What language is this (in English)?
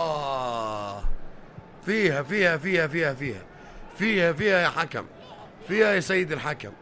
North Levantine Arabic